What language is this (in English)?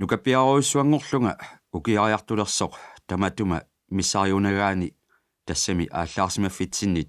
Kalaallisut